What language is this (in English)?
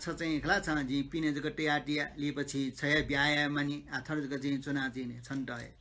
Newari